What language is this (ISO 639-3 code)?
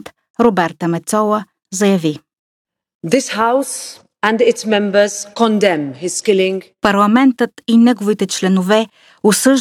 bul